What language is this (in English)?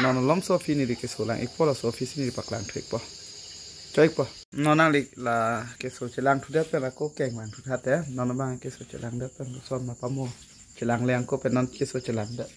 Karbi